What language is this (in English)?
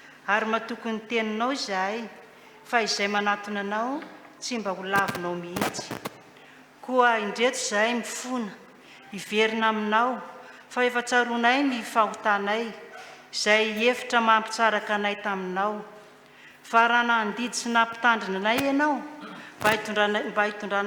Malagasy